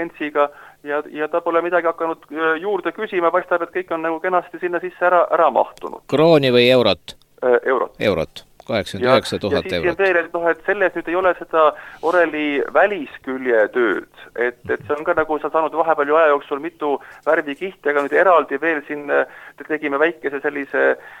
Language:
Estonian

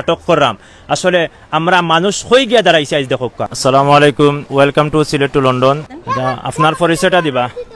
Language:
Sylheti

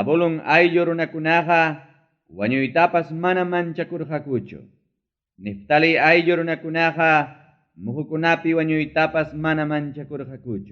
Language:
Ayacucho Quechua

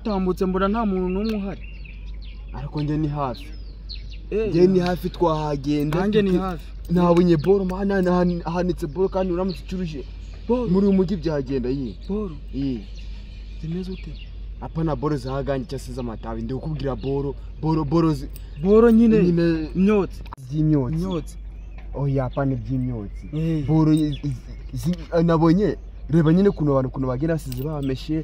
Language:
Kinyarwanda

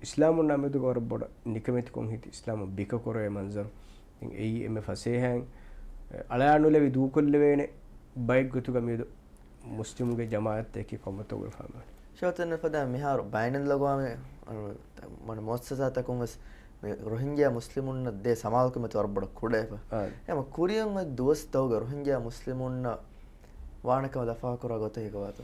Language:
Divehi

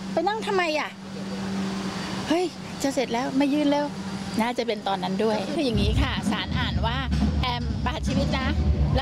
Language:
Thai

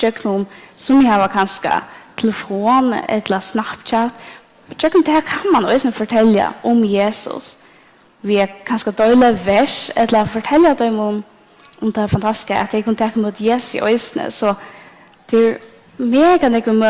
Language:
Faroese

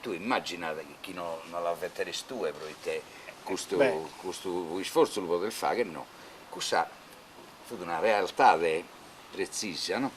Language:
Sardinian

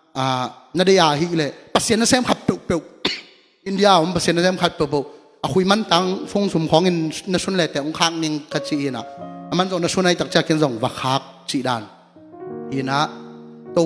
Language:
Tedim Chin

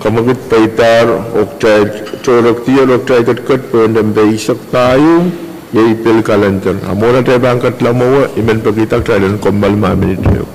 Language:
Pohnpeian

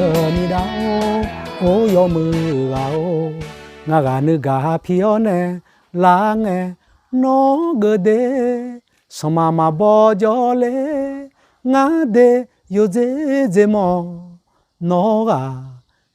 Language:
Akha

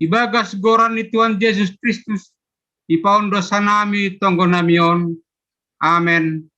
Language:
Batak Simalungun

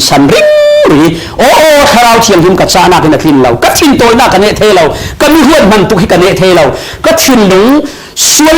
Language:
Falam Chin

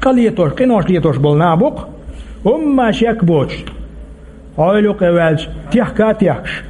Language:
Chechen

